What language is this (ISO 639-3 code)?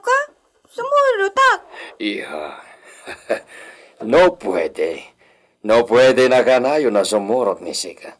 ilo